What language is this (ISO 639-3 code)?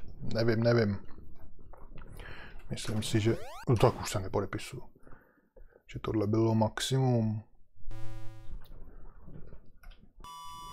ces